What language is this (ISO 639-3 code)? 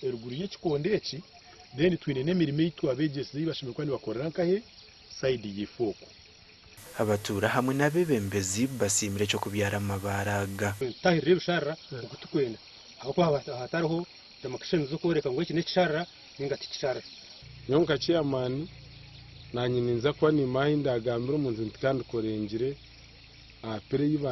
nyn